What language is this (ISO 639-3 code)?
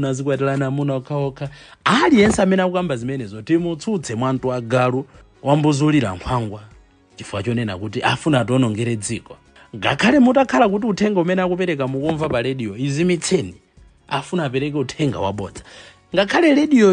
nya